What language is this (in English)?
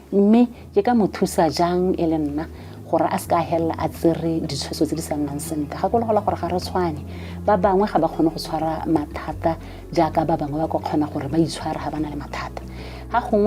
Tswana